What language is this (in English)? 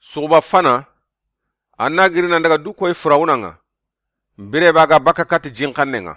Soninke